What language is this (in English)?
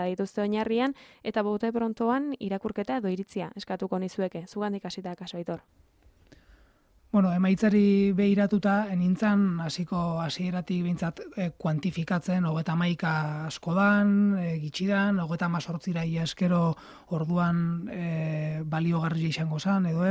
Basque